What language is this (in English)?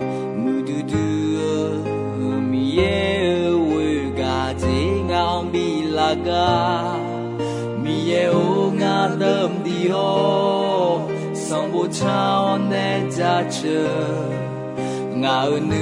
Akha